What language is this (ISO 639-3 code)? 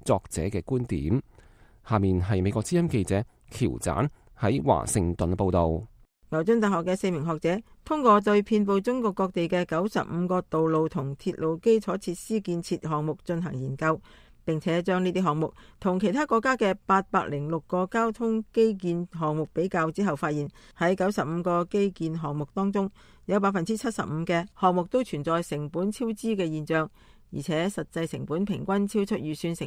yue